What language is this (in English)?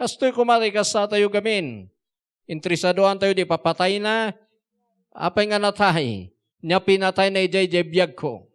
Iloko